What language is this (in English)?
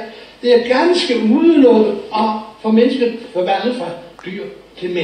Danish